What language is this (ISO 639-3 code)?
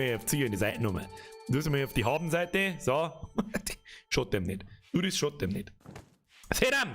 bar